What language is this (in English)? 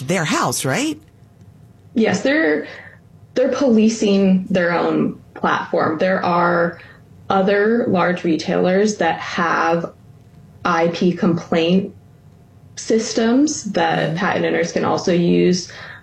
English